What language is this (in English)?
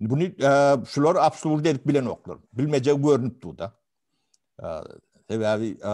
Turkmen